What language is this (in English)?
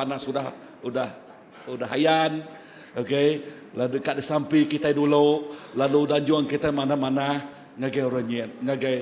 Iban